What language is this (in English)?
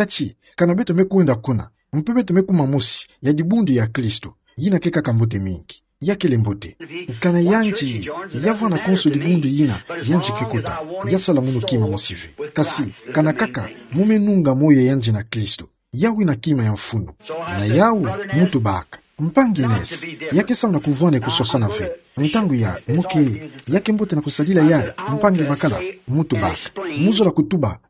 Kituba (Democratic Republic of Congo)